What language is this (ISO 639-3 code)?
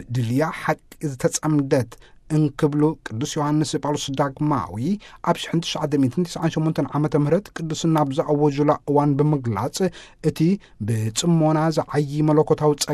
tir